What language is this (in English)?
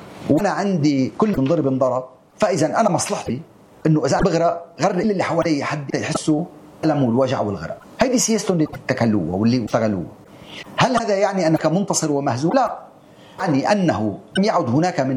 North Levantine Arabic